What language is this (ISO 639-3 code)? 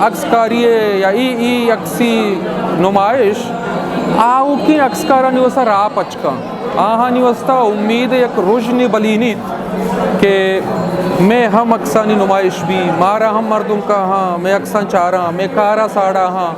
bgp